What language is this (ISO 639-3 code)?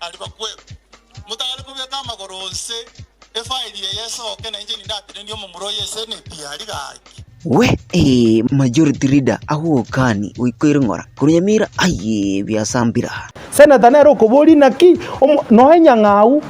guz